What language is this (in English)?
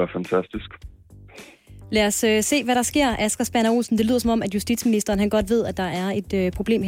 Danish